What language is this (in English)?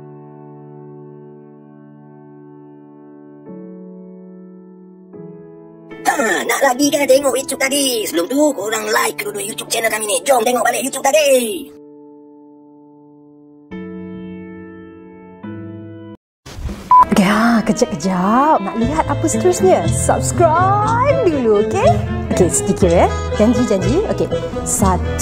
Malay